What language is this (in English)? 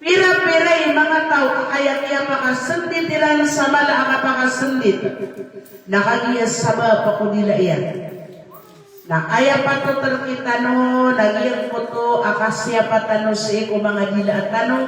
Maranao